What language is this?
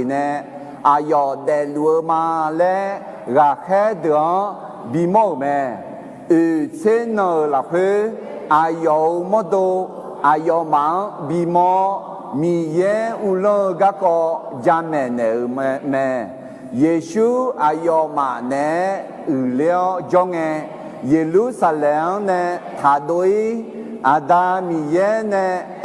Akha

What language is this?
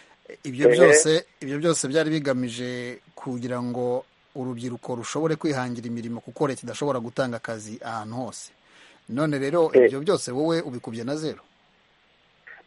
Kinyarwanda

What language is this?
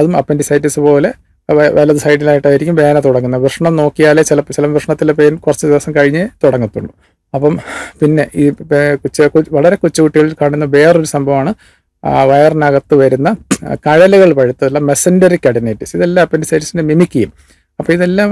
Malayalam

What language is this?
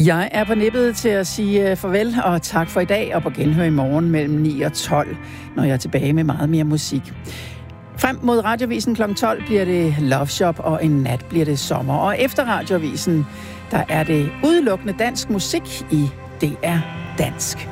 Danish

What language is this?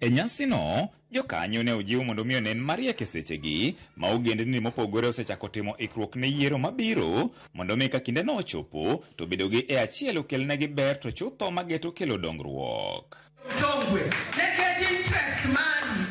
Luo (Kenya and Tanzania)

